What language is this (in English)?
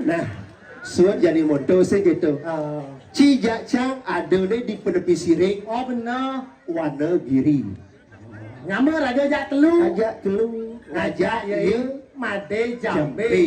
Balinese